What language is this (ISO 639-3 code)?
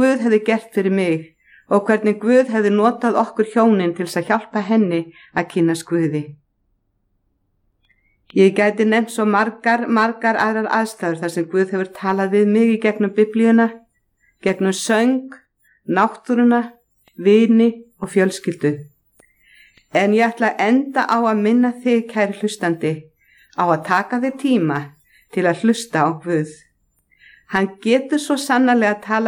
isl